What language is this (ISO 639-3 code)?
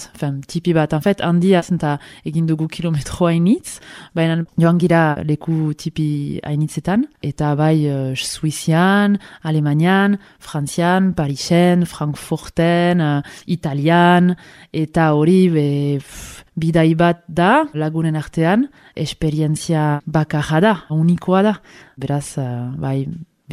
eus